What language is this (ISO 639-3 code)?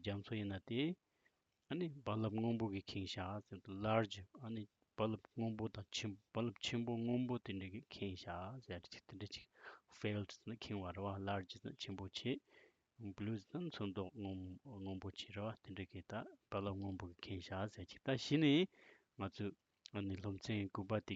bod